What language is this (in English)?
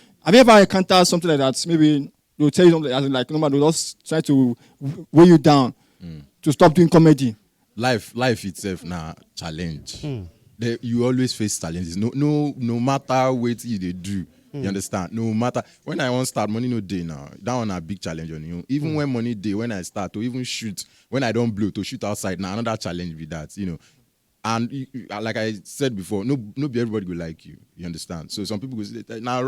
Nigerian Pidgin